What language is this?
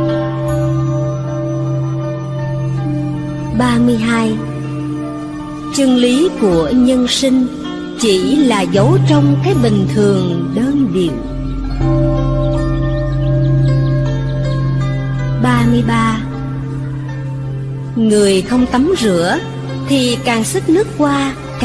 Vietnamese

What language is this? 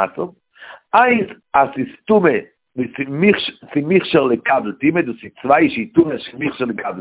Yiddish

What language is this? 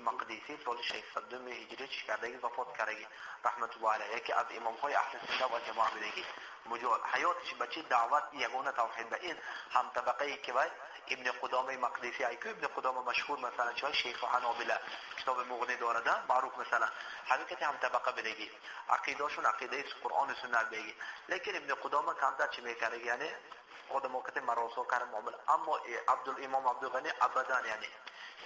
Tajik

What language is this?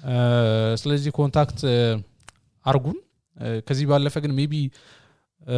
Amharic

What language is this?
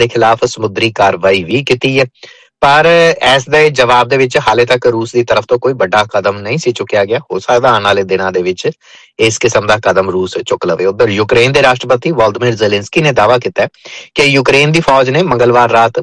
Punjabi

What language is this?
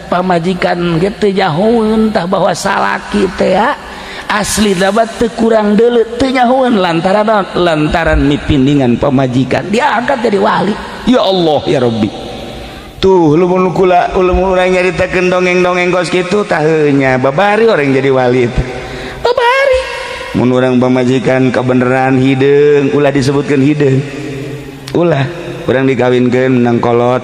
Sundanese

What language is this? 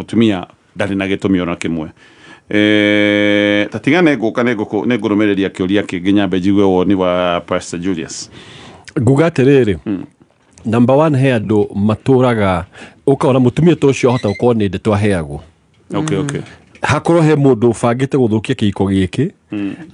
Kikuyu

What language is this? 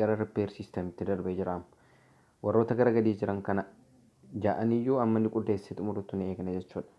Oromo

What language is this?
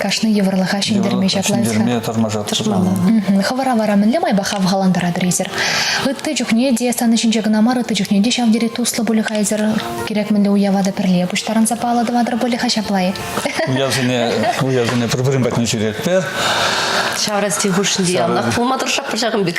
Chuvash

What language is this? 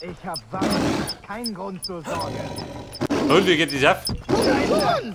Bavarian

